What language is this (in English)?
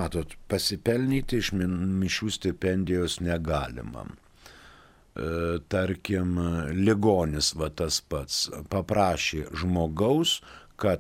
Lithuanian